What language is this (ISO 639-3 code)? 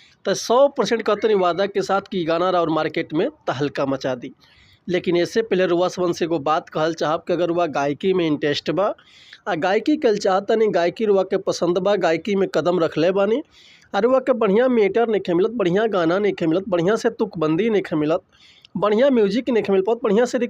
bho